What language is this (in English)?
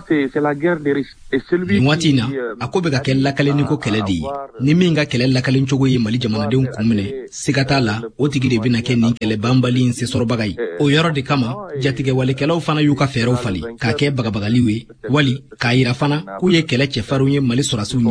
Bambara